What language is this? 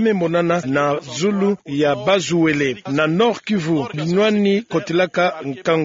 Kituba (Democratic Republic of Congo)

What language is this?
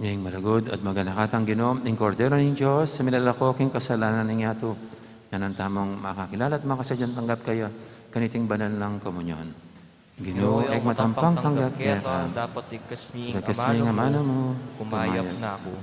Pampanga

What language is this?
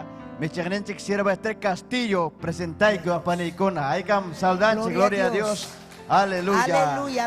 Ayacucho Quechua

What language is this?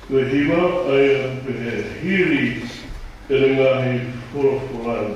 Tongan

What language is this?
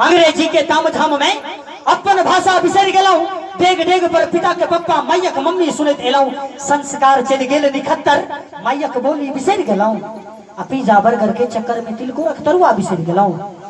Maithili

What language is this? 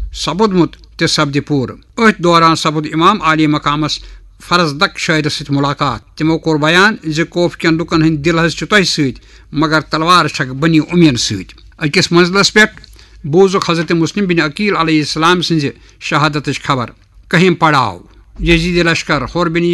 Kashmiri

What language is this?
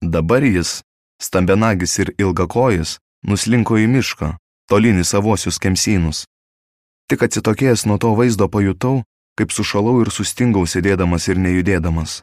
Lithuanian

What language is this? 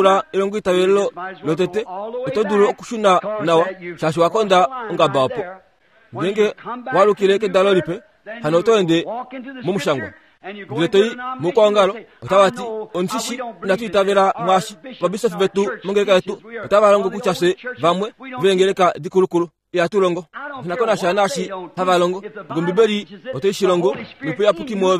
Kuanyama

